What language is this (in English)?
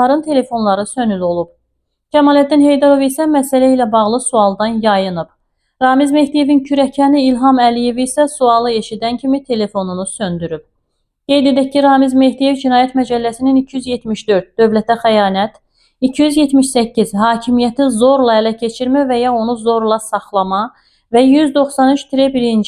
Azerbaijani